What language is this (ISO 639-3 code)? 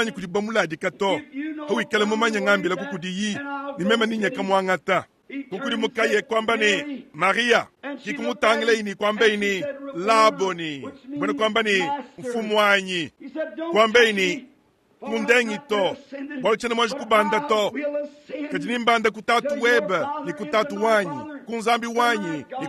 lua